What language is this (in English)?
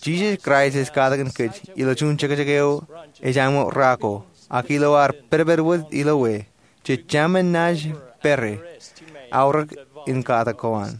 Marshallese